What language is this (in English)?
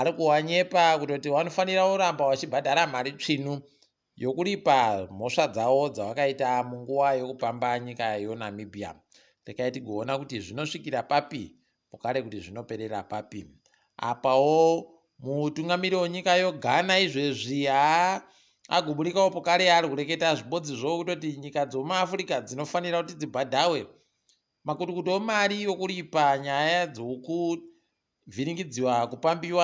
Ndau